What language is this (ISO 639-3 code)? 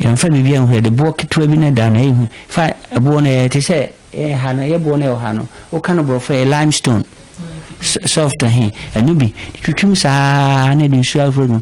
aka